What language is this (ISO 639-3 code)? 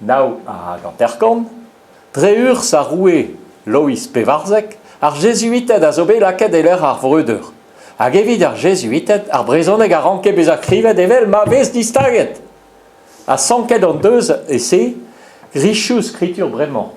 bre